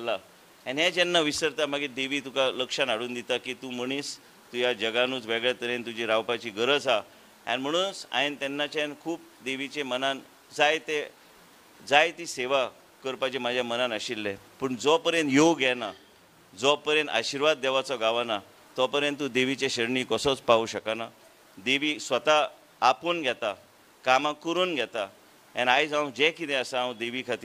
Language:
Konkani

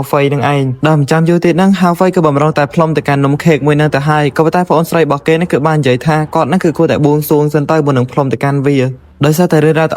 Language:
Khmer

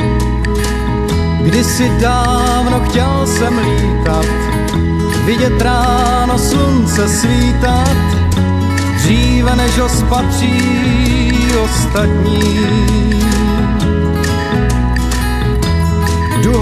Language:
Czech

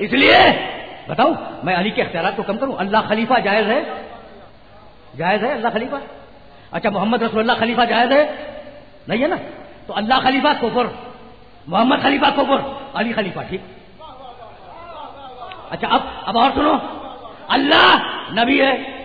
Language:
Urdu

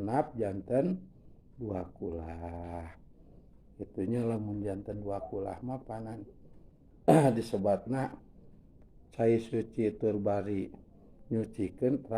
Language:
Sundanese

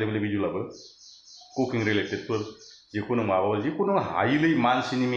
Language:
Bodo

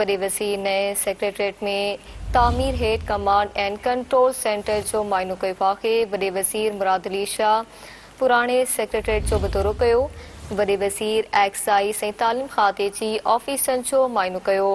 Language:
Sindhi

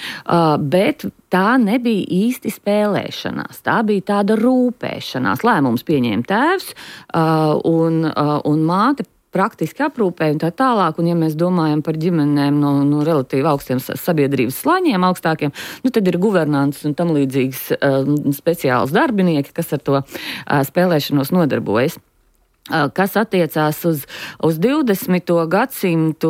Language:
Latvian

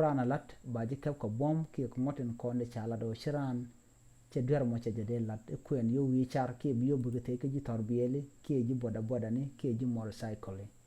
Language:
Nuer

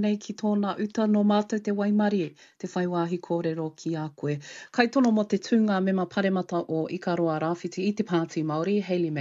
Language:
Māori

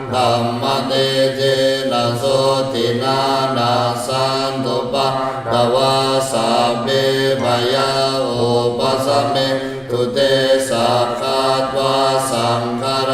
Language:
Pali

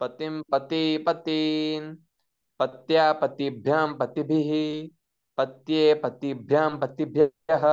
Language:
Sanskrit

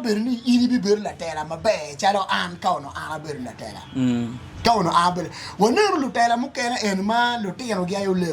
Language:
Acoli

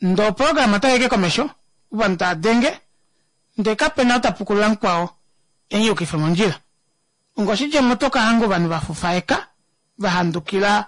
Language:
Kuanyama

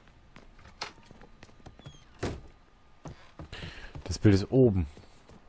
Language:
German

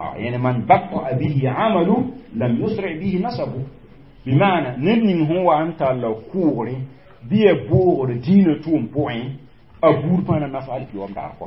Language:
Mossi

